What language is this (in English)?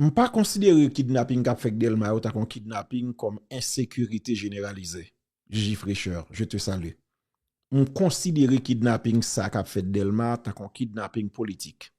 Haitian Creole